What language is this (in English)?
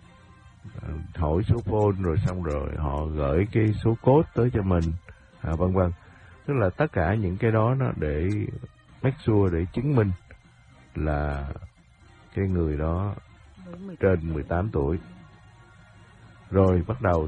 Vietnamese